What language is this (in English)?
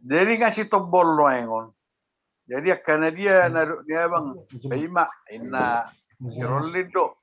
Batak Toba